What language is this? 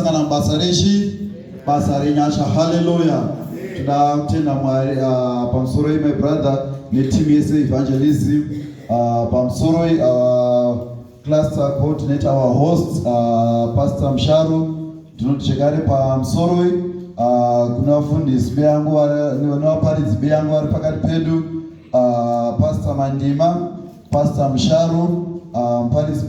Shona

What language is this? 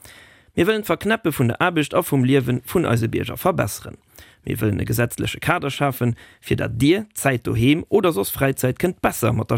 Luxembourgish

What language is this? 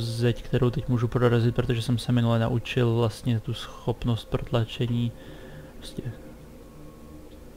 Czech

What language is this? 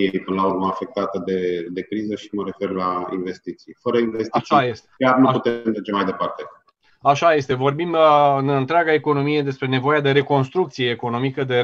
Romanian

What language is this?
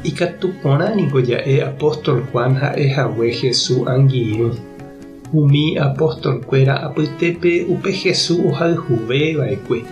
Guarani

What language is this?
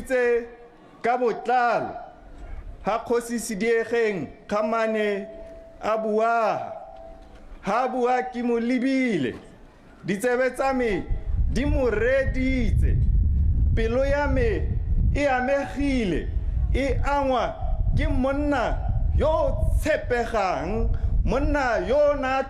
Tswana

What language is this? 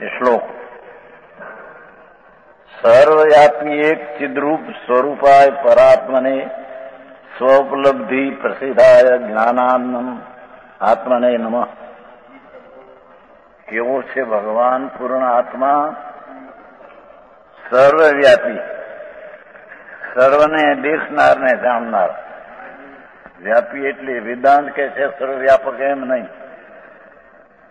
Gujarati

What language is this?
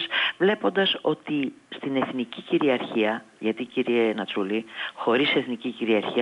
Greek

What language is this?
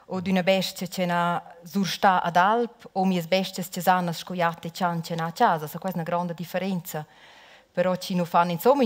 Romansh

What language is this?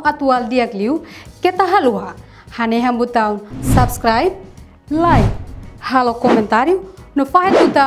Tetum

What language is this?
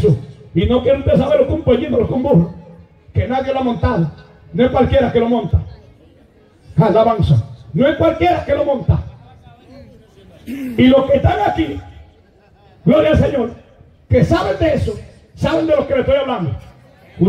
Spanish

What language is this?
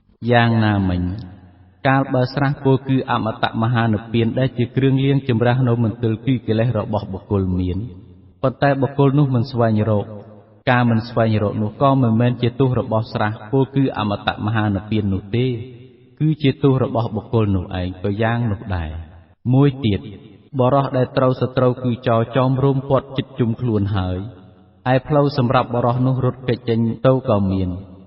Khmer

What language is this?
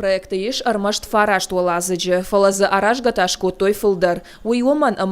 Ossetic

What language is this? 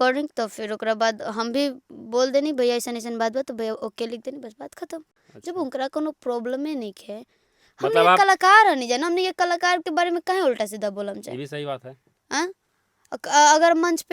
Bhojpuri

